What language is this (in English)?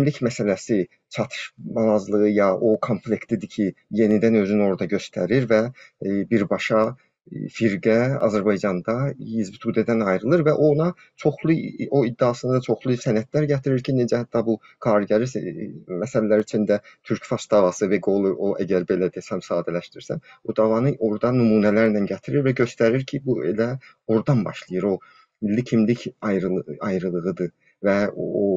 South Azerbaijani